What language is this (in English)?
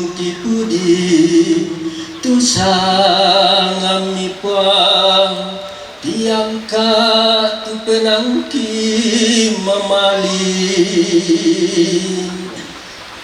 Toraja-Sa'dan